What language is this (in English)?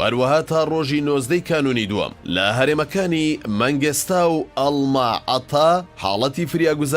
Central Kurdish